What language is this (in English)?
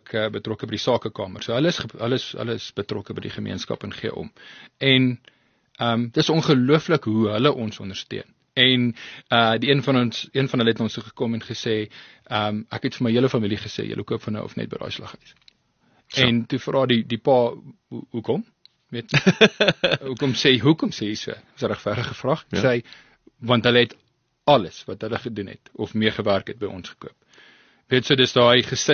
Afrikaans